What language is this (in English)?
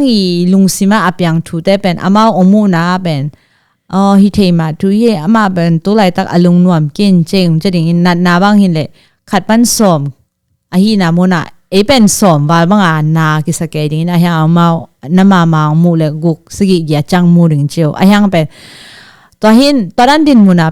Tedim Chin